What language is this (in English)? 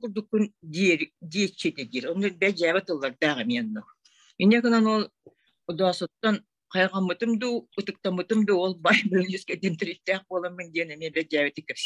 Yakut